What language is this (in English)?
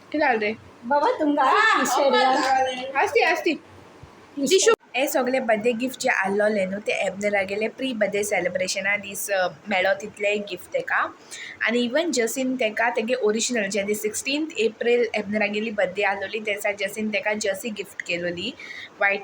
Konkani